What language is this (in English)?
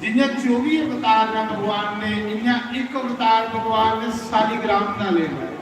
Dogri